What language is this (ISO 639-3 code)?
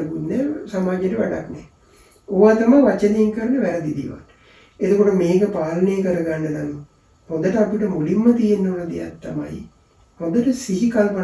sin